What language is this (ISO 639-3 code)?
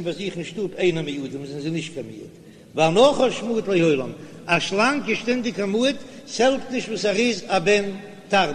yid